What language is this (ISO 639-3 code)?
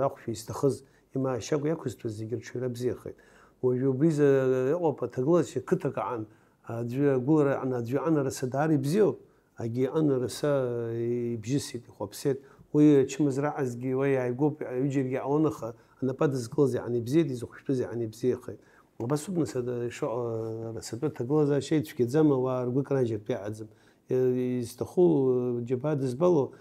abk